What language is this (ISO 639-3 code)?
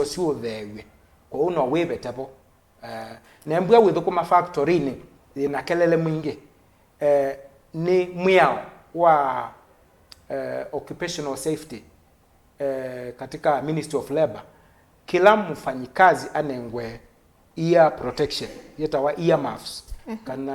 kam